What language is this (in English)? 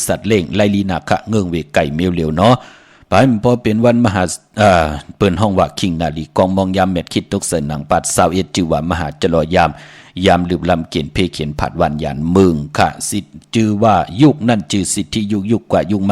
Shan